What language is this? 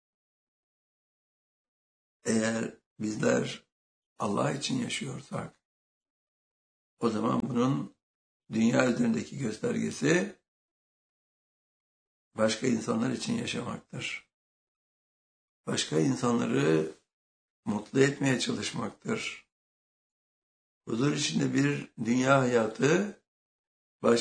Turkish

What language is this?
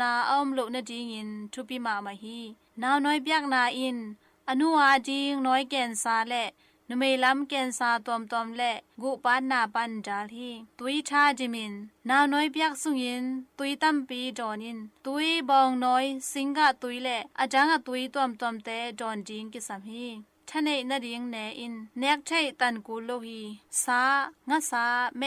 Tedim Chin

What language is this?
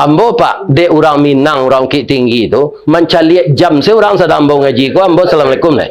Minangkabau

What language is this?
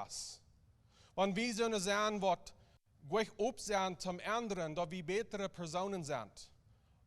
Plautdietsch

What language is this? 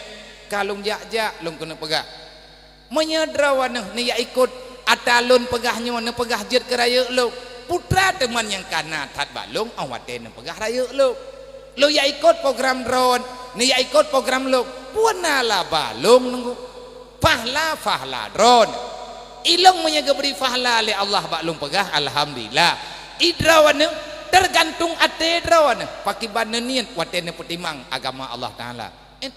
Achinese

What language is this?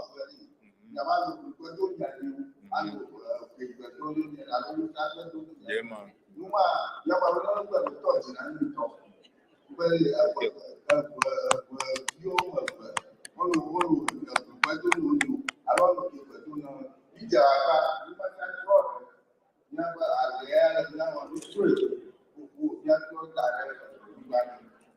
Ewe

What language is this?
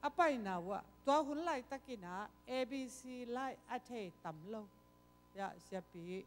Tedim Chin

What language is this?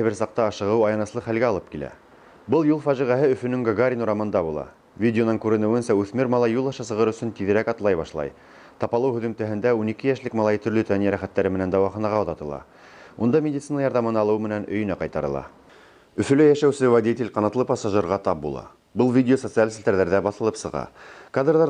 Bashkir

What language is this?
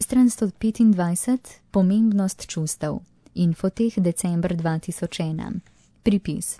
Slovenian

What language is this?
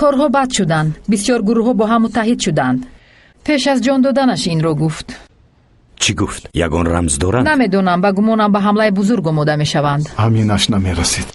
Tajik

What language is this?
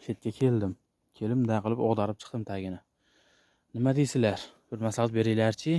Uzbek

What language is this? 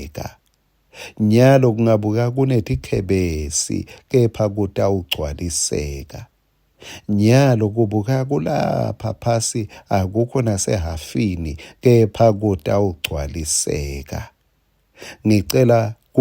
Swati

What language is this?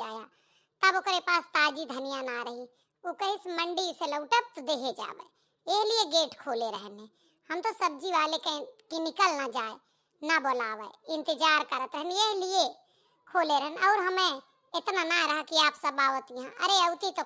Awadhi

